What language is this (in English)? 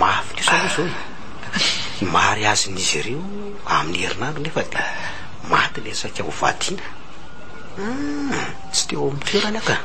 Malagasy